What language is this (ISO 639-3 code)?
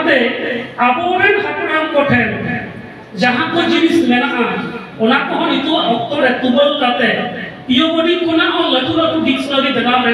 sat